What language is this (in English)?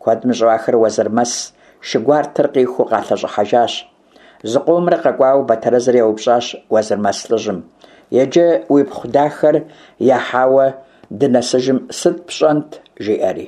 Kabardian